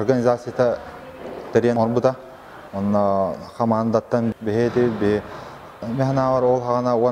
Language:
Yakut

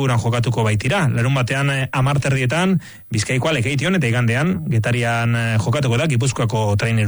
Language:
Basque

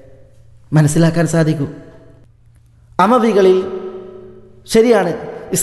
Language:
Malayalam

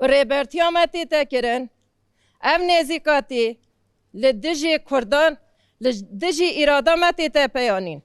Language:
Kurdish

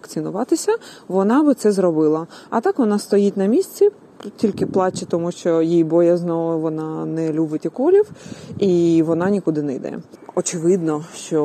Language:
Ukrainian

